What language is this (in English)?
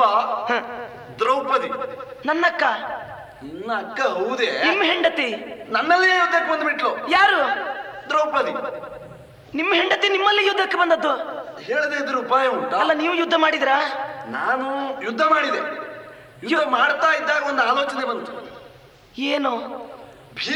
Kannada